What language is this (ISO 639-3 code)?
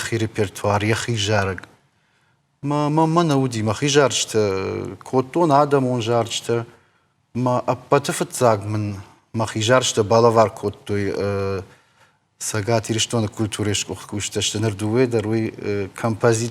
oss